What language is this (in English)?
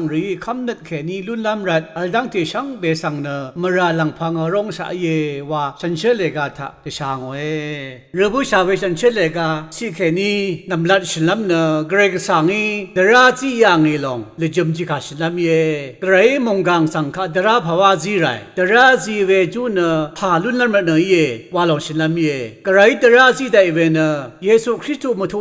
Rawang